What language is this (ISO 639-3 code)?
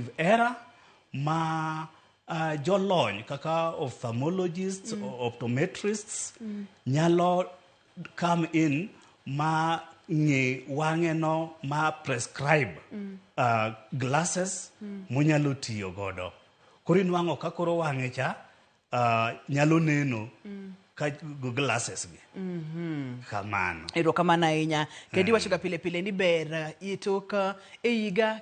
luo